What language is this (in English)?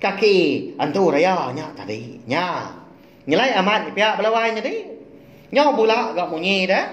Iban